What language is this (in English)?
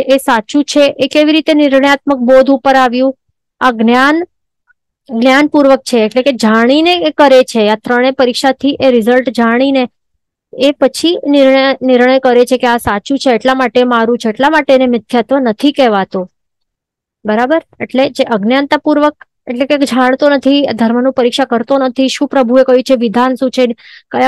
Gujarati